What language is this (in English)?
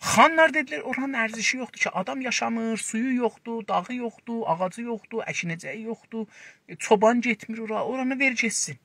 South Azerbaijani